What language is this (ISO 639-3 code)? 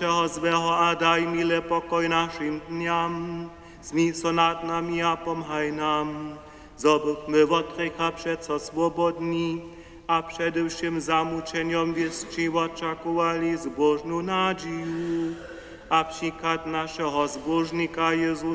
hsb